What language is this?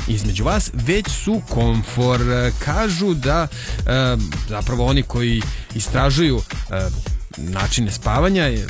Serbian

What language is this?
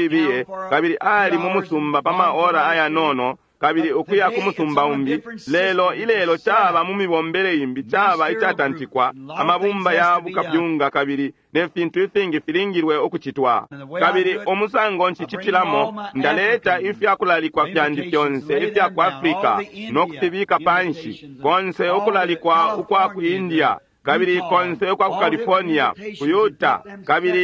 Bemba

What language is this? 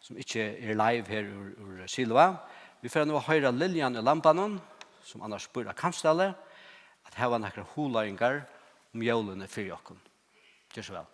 Faroese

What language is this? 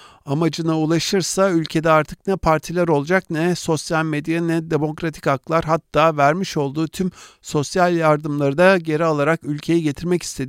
Turkish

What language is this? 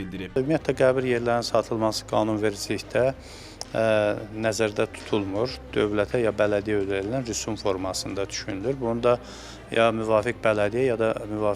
Azerbaijani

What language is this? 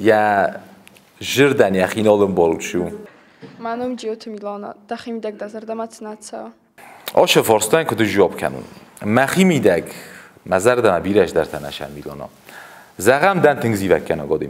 Ossetic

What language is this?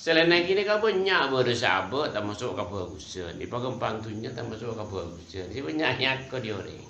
Madurese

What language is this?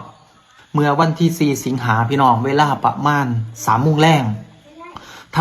Lao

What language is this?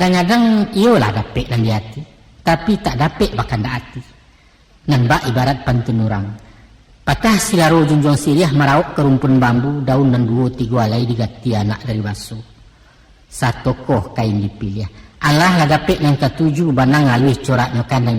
Minangkabau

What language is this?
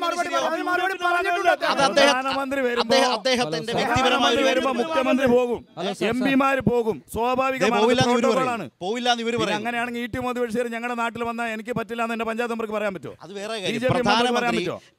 Malayalam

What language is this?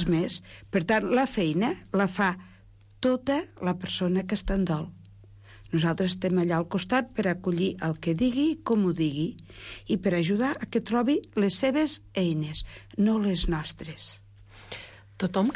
Catalan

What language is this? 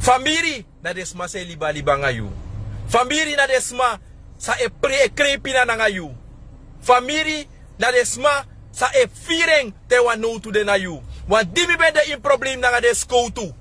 Sranan Tongo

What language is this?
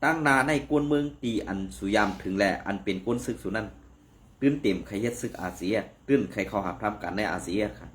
Shan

